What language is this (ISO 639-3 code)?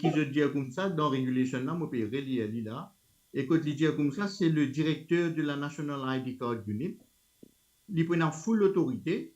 mfe